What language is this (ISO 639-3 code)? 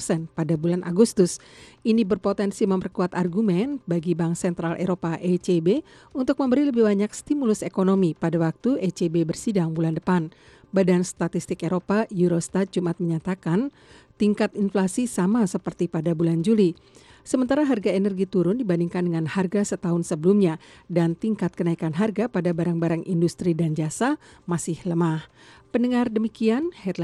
ind